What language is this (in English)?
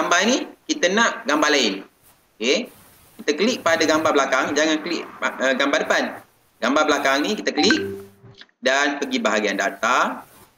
Malay